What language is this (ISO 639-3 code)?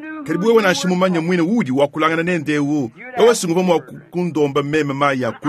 lua